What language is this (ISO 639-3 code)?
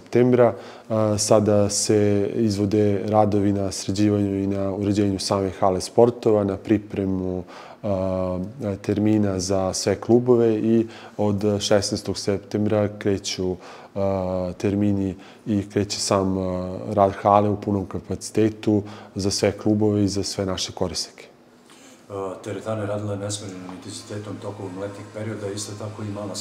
srp